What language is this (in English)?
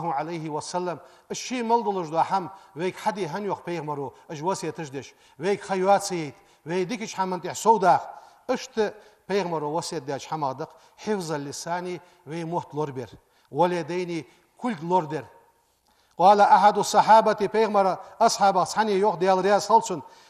Ingush